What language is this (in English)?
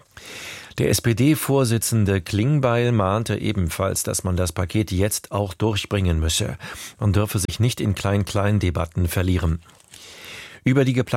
German